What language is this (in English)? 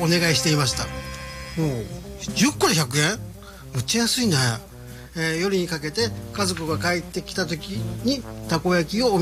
Japanese